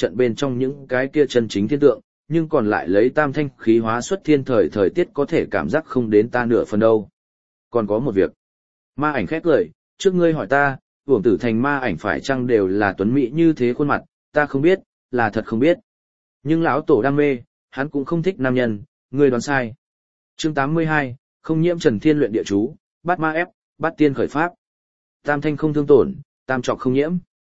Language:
Vietnamese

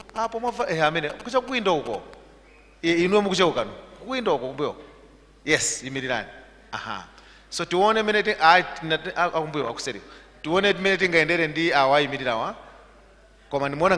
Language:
Nyanja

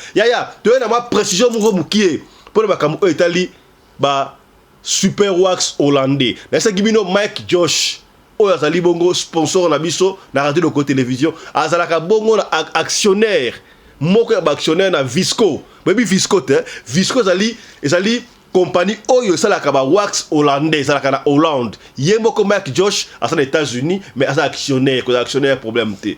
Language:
Lingala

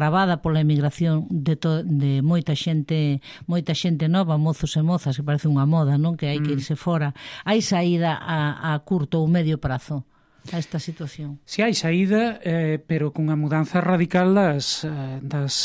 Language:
Galician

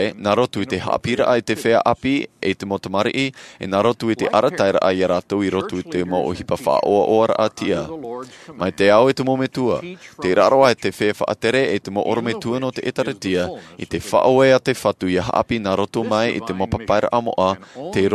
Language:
Tahitian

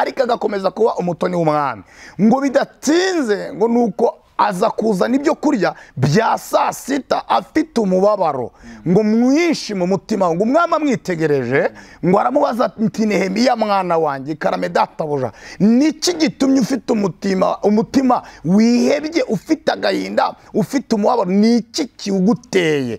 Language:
Kinyarwanda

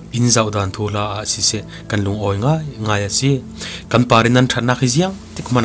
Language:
Falam Chin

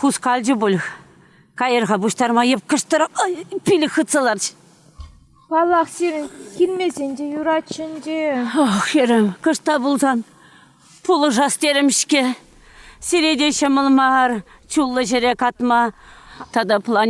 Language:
Chuvash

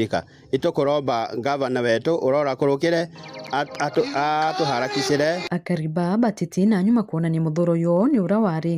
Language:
Meru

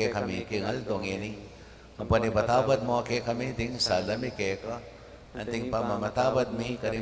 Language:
Pampanga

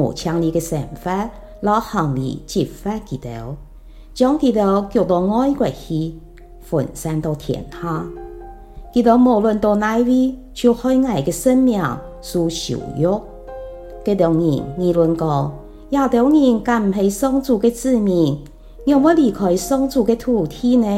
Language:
Hakka Chinese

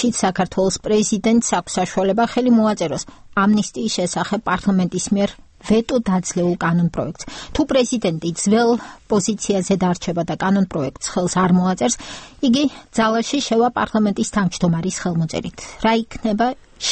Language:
Georgian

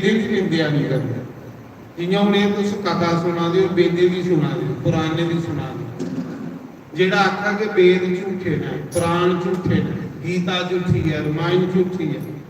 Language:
Dogri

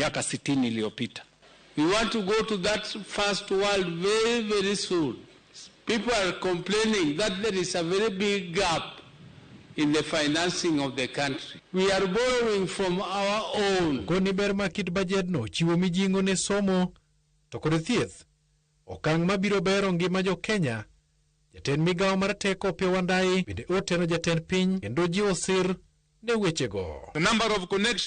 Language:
Luo (Kenya and Tanzania)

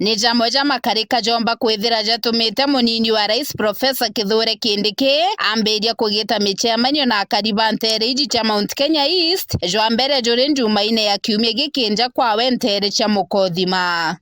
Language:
Meru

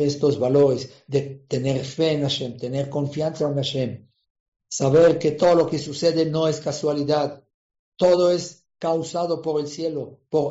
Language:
Spanish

